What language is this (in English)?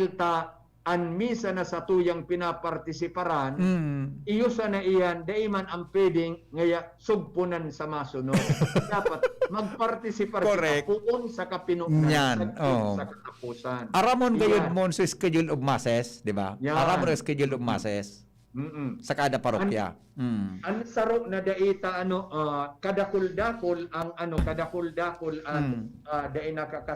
Bikol